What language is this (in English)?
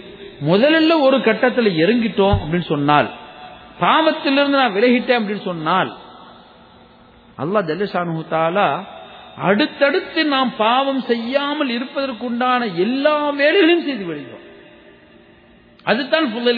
Tamil